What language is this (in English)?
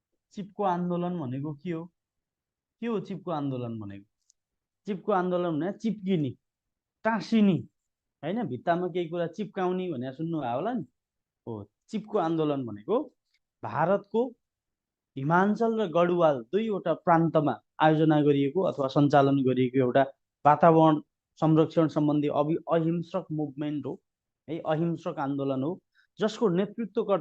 Nepali